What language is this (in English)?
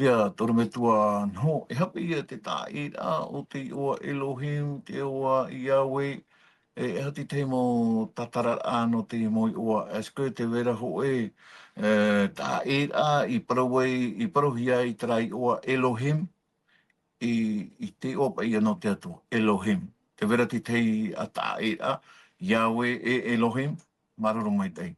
Tahitian